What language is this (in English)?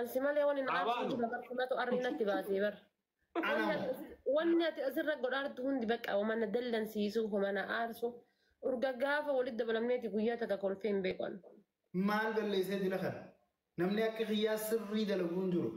Oromo